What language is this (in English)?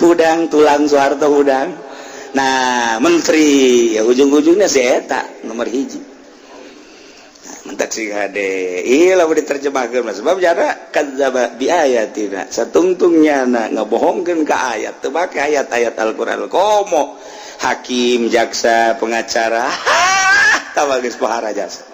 Sundanese